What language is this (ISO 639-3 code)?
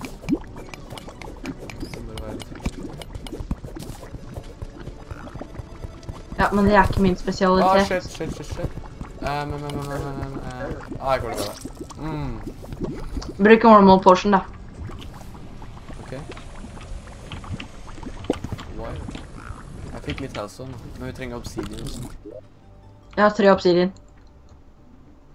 nor